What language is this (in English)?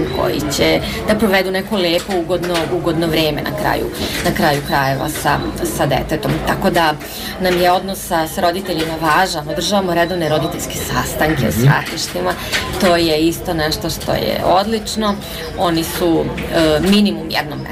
Serbian